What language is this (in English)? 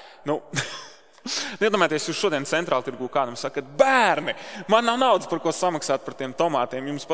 Latvian